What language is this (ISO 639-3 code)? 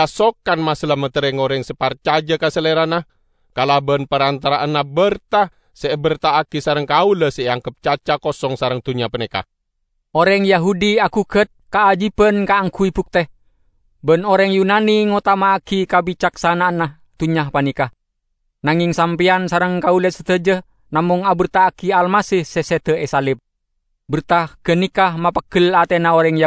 mad